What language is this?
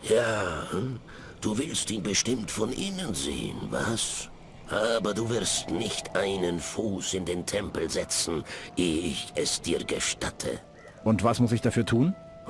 Bavarian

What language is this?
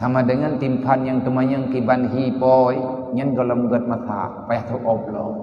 Achinese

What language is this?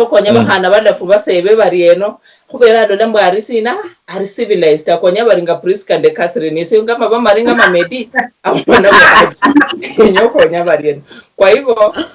Luyia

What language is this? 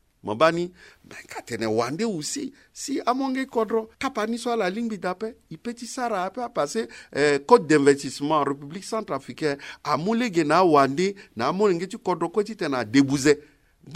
Sango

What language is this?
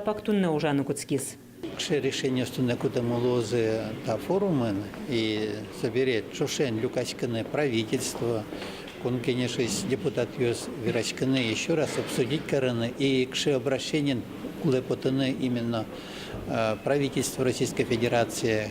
Udmurt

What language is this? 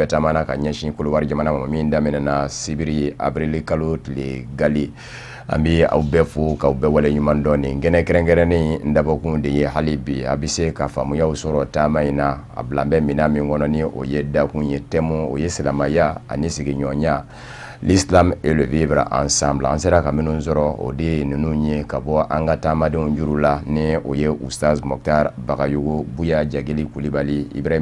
Bambara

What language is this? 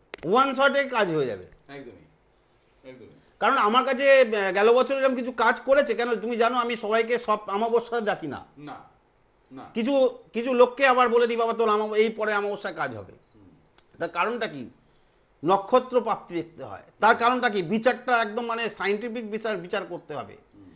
Bangla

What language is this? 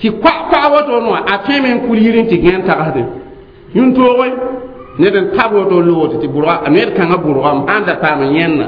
Mossi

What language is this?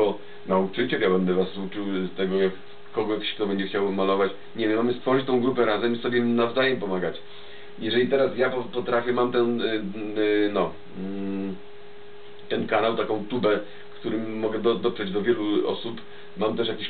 Polish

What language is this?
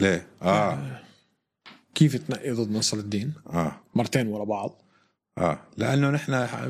North Levantine Arabic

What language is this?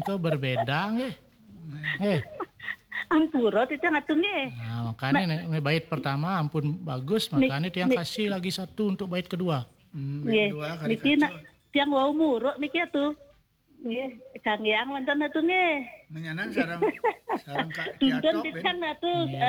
Balinese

